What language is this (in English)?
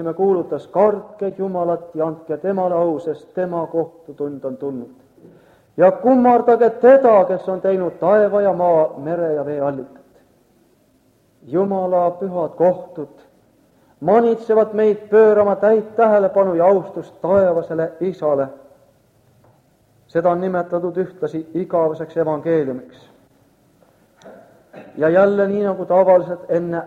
Estonian